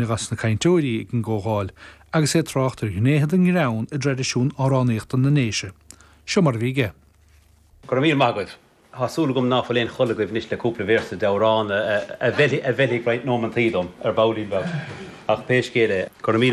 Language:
Irish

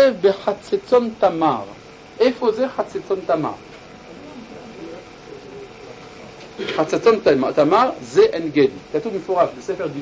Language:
Hebrew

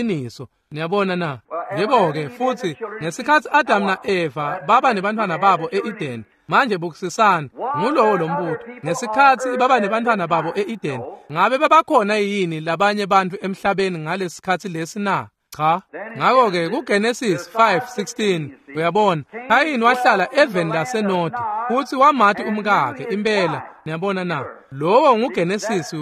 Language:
Swati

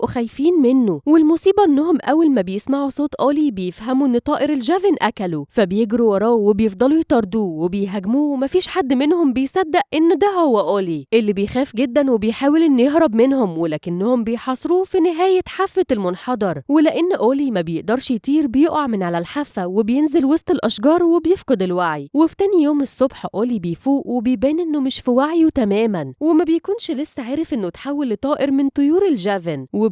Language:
Egyptian Arabic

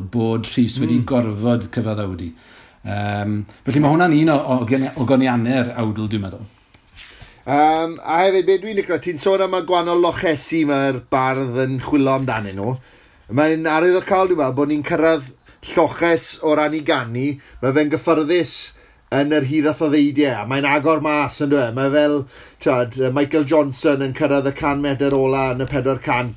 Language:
Welsh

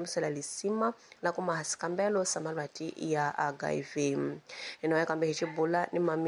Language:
Tsonga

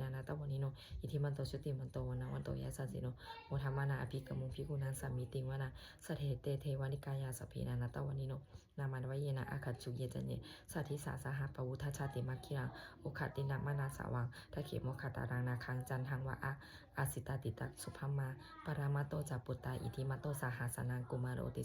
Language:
Pali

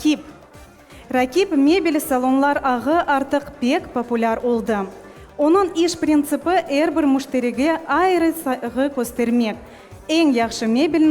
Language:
Crimean Tatar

